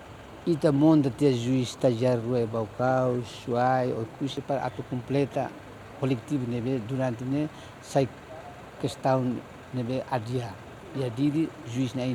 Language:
Tetum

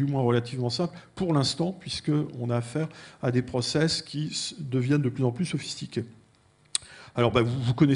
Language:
French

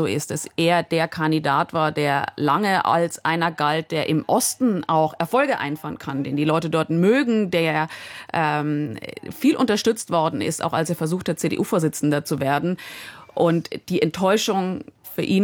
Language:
German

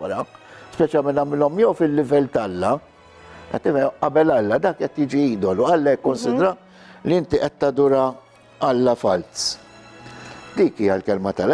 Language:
Maltese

